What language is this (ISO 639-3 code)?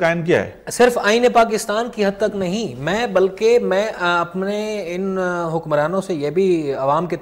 urd